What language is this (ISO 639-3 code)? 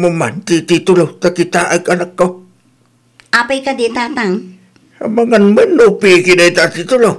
ilo